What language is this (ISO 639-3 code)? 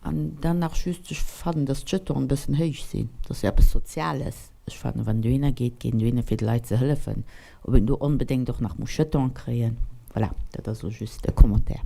ltz